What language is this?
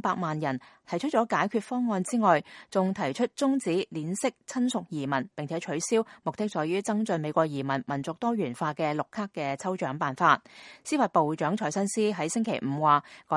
Cantonese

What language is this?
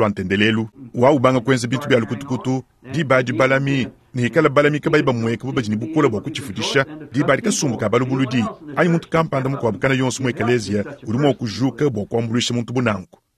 Luba-Lulua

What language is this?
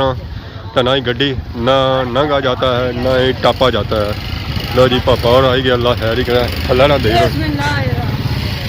Pahari-Potwari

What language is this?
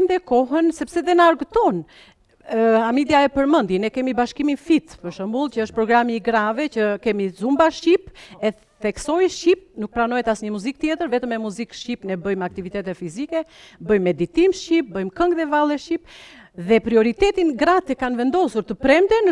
Albanian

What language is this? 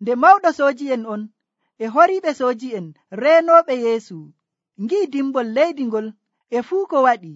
Nigerian Fulfulde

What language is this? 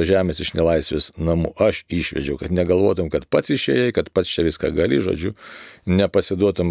Lithuanian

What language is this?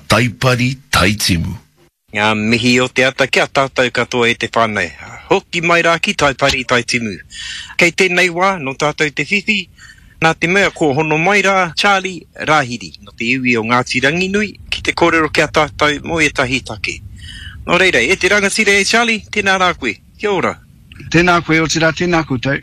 Māori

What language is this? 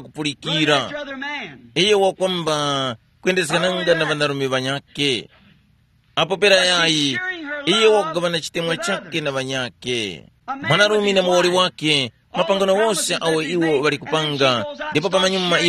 Tumbuka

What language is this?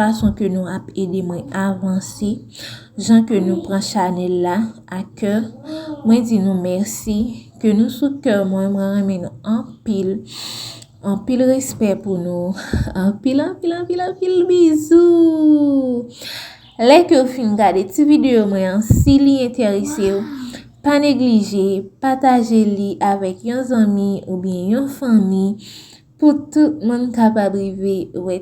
Haitian Creole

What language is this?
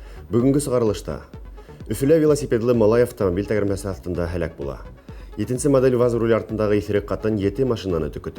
Bashkir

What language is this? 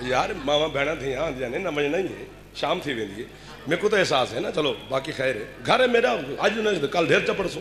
Saraiki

